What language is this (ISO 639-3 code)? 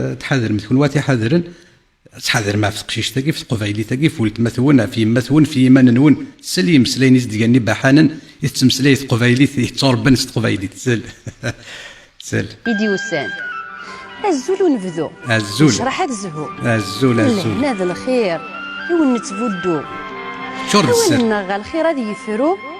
kab